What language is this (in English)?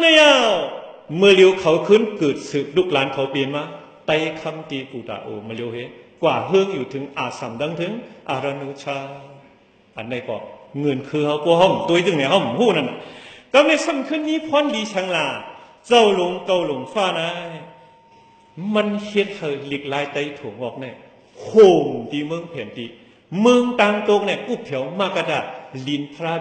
Shan